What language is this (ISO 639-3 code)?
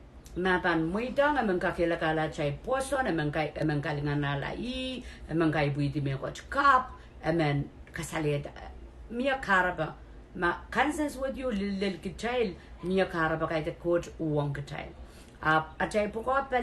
pon